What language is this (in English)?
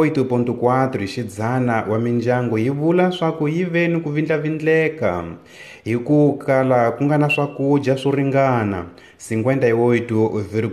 Tsonga